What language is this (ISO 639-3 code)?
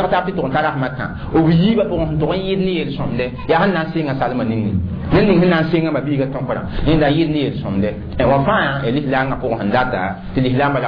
mos